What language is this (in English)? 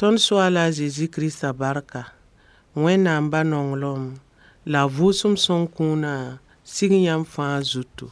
Mossi